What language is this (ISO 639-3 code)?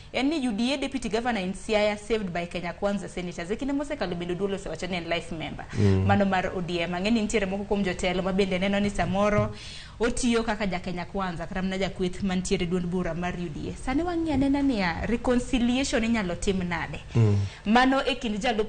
luo